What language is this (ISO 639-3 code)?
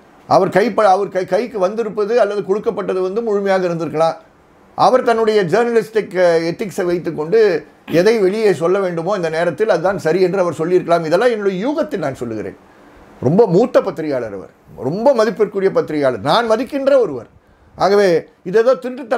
tam